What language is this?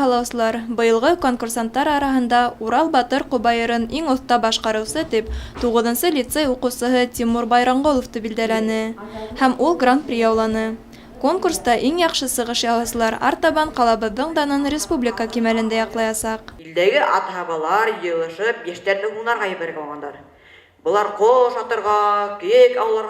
Bashkir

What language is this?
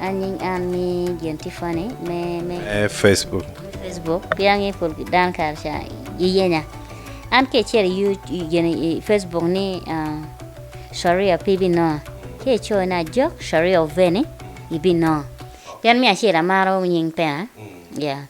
Acoli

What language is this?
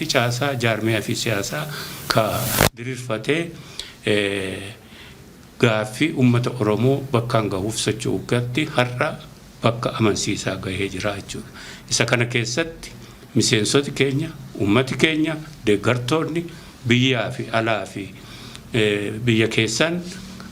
Oromo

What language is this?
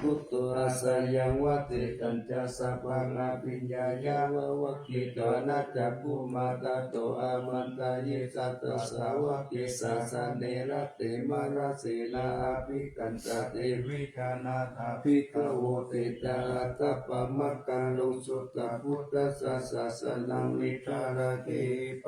Pali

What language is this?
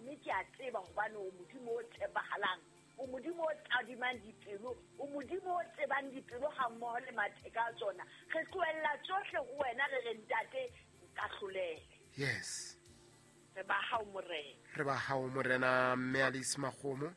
Southern Sotho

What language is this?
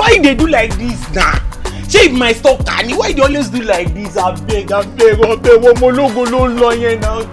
Nigerian Pidgin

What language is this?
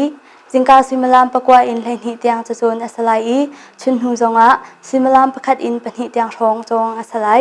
Hakha Chin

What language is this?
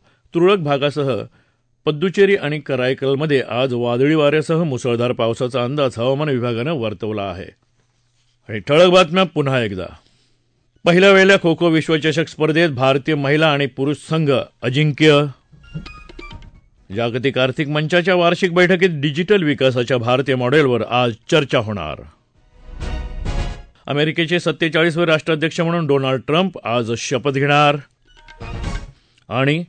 Marathi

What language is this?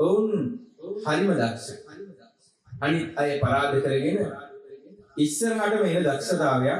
Sinhala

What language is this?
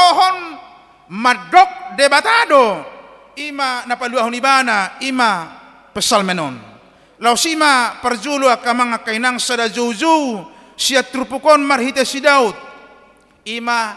Batak Toba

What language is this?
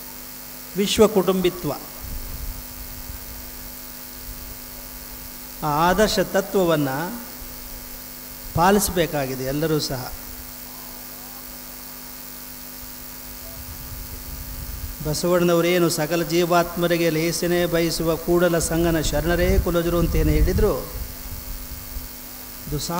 Kannada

